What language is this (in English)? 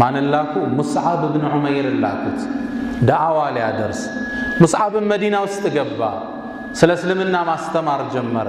Amharic